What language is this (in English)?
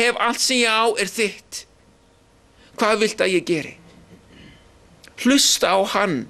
Icelandic